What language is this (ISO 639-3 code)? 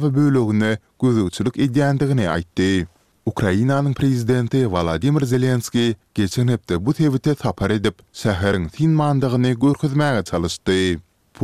tuk